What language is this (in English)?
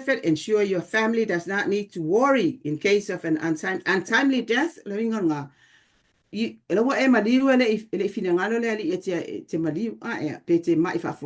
Samoan